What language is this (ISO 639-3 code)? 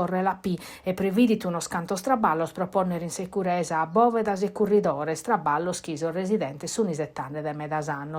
srd